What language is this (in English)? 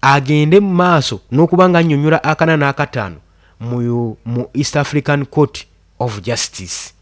Ganda